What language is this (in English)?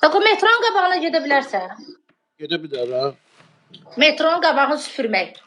Azerbaijani